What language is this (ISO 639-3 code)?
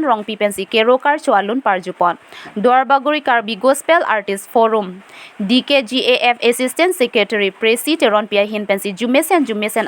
mjw